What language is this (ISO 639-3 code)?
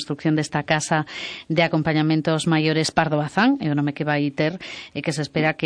glg